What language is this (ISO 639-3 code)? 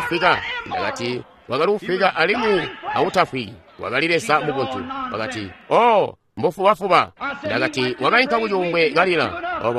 toi